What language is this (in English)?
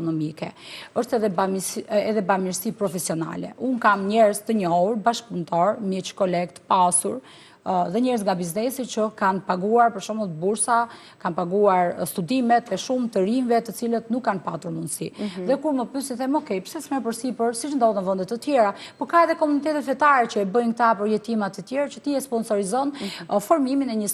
Albanian